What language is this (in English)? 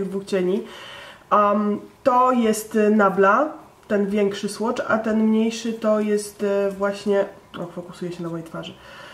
Polish